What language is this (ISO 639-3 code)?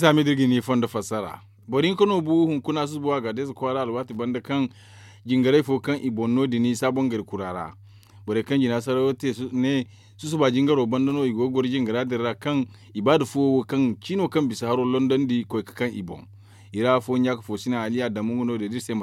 dje